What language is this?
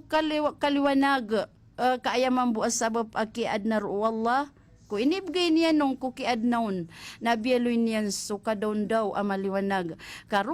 Maranao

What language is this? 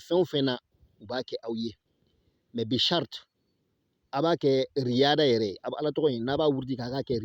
Bambara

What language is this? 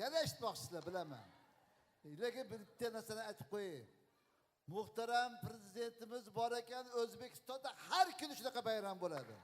Uzbek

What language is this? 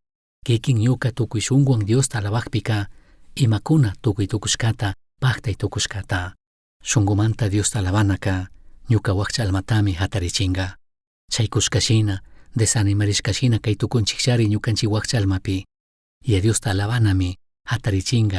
Chimborazo Highland Quichua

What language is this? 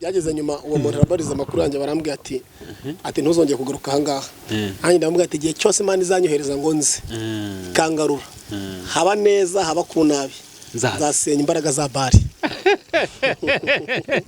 Kinyarwanda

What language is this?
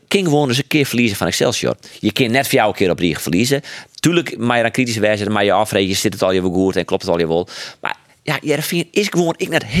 Western Frisian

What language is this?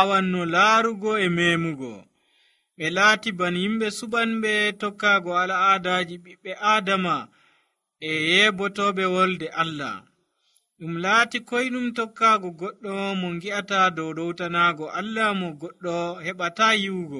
Nigerian Fulfulde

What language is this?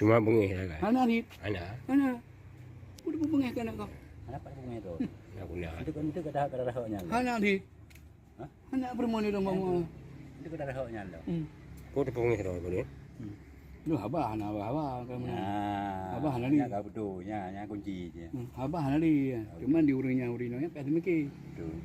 Achinese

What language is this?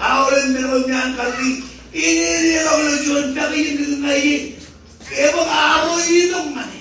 Marshallese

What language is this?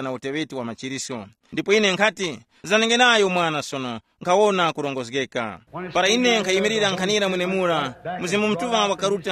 Tumbuka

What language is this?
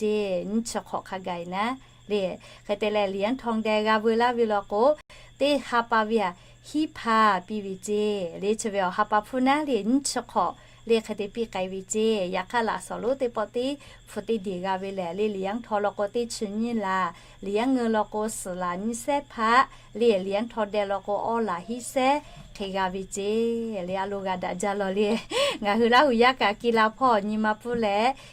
Lahu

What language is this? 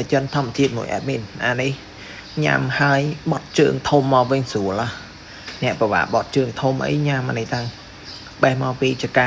Khmer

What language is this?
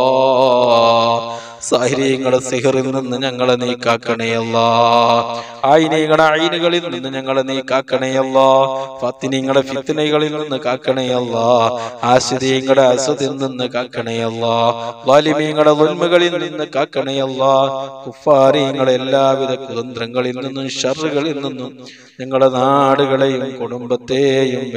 Malayalam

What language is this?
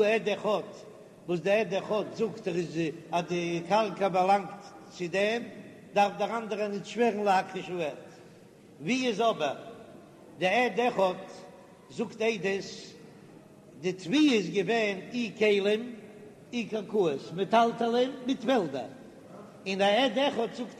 Yiddish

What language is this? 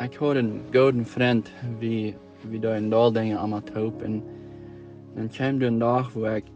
Plautdietsch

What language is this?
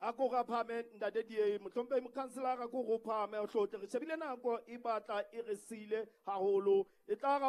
Southern Sotho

